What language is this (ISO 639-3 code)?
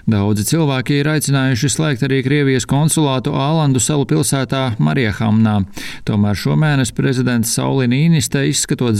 lav